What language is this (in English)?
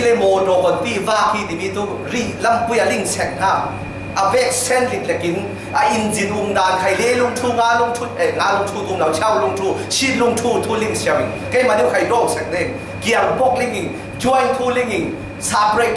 Falam Chin